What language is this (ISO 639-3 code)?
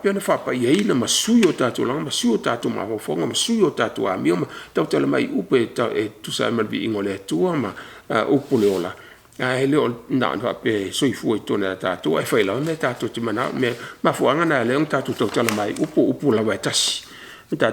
smo